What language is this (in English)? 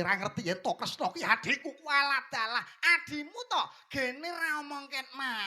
Javanese